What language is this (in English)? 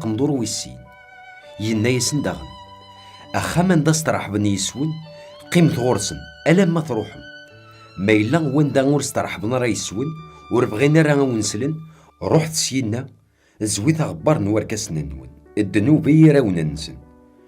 Kabyle